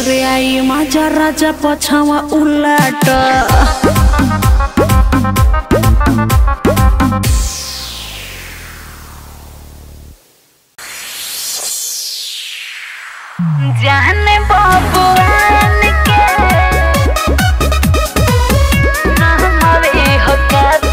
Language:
Bhojpuri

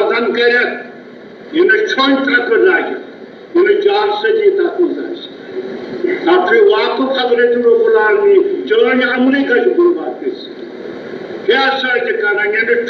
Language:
Kashmiri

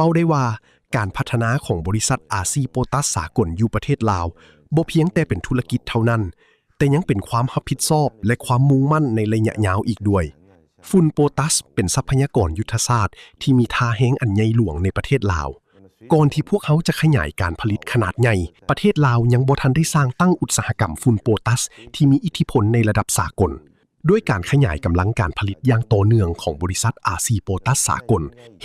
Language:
Lao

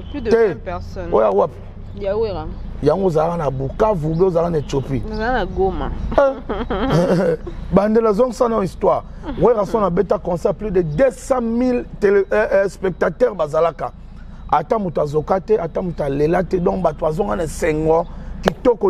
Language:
Lingala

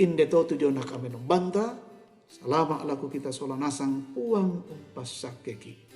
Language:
Toraja-Sa'dan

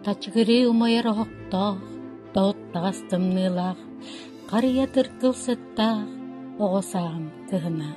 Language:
Yakut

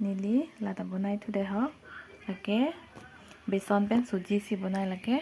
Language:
Karbi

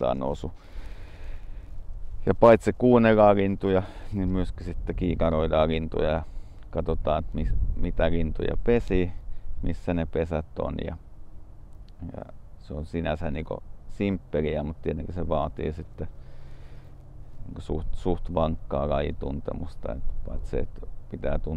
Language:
Finnish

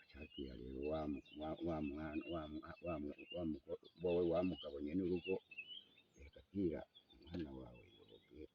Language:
Rundi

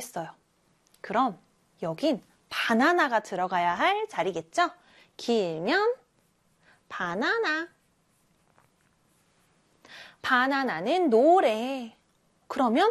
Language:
Korean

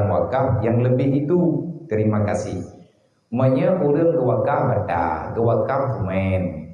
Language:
Achinese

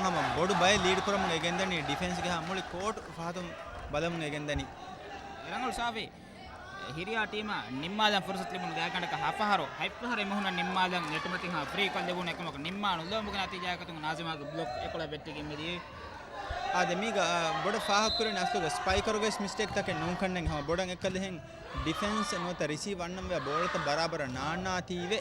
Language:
Divehi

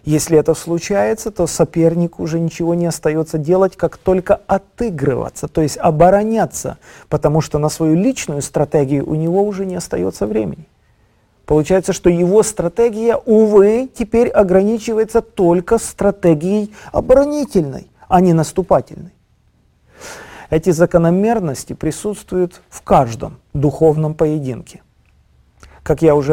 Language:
Russian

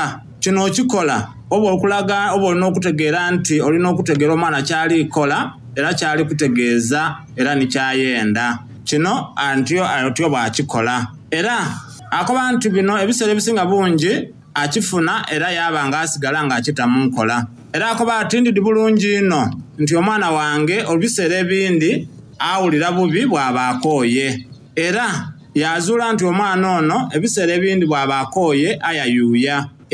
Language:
Soga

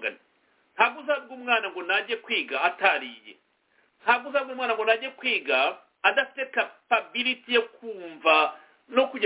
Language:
Kinyarwanda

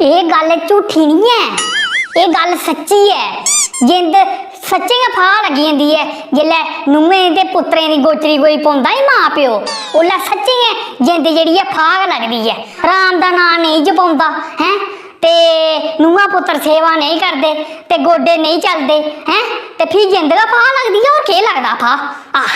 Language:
Dogri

